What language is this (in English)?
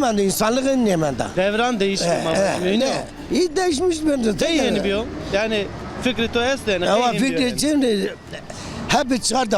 Zaza